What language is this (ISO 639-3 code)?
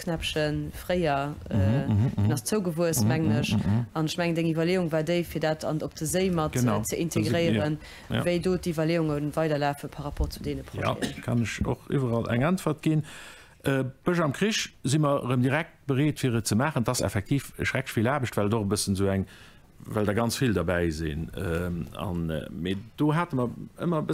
ltz